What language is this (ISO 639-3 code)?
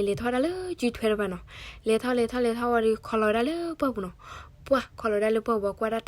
ksw